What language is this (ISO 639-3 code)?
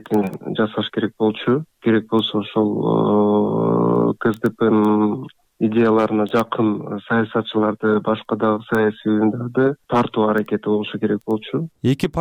kir